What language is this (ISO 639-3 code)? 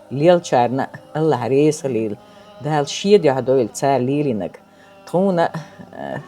che